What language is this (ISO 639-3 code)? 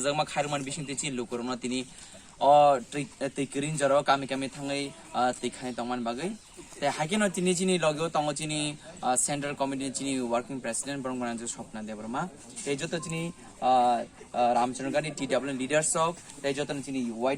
trp